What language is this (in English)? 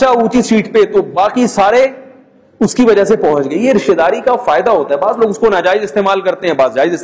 Urdu